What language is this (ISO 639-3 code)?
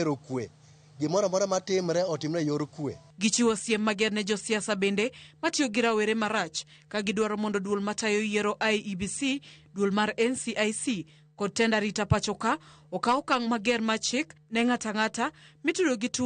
luo